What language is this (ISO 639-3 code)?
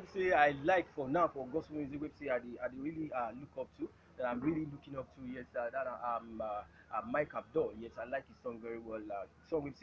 pcm